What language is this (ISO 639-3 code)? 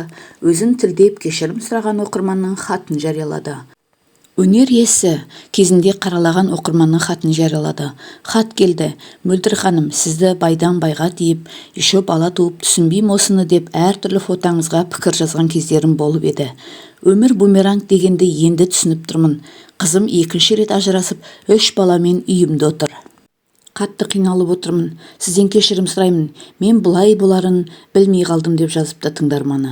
kaz